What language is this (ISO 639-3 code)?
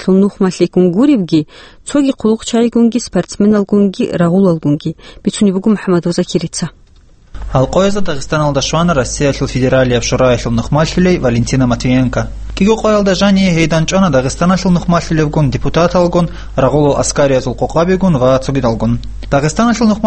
ava